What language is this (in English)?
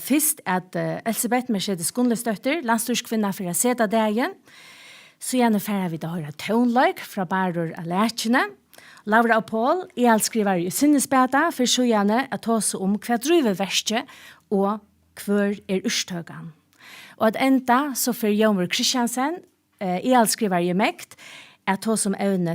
Faroese